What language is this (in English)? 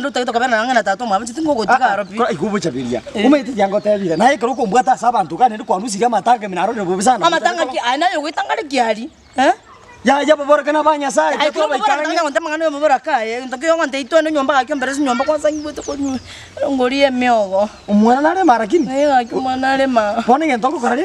Gusii